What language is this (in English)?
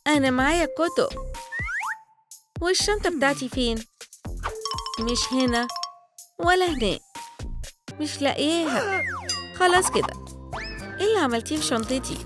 Egyptian Arabic